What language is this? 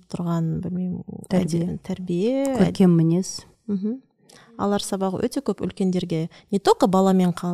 Kazakh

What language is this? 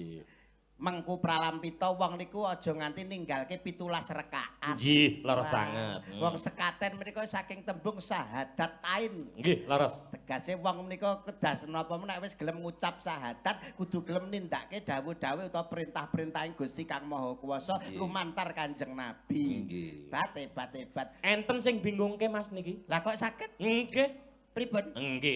Javanese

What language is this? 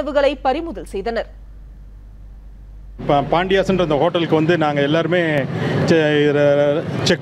Tamil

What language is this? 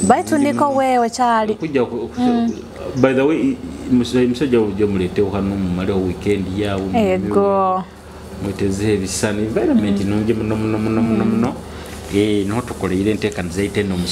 Nyoro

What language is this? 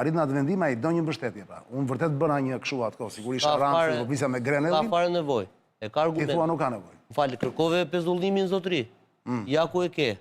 Albanian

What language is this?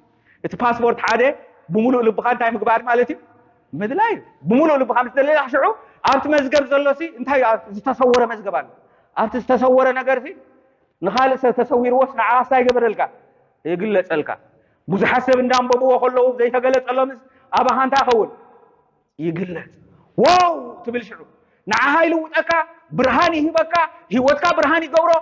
Tigrinya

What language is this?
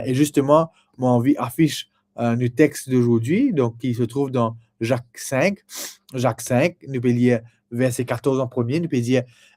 Morisyen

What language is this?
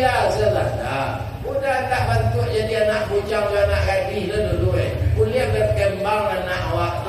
Minangkabau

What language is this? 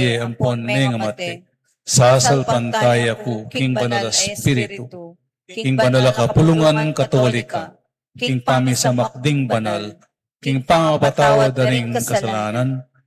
Pampanga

